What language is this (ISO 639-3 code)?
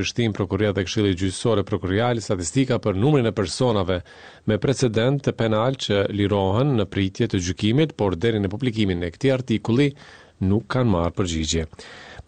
sqi